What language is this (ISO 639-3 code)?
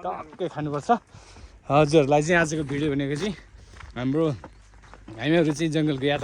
nep